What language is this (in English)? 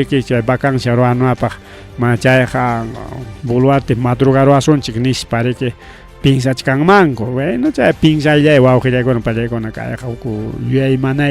Ayacucho Quechua